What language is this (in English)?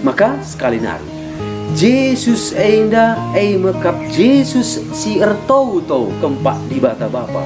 Batak Karo